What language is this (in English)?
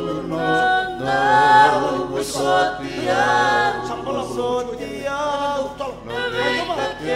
Fijian